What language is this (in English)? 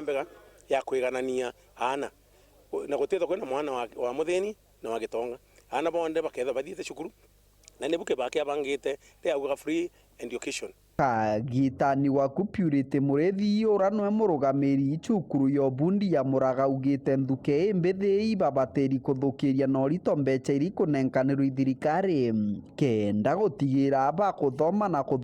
Meru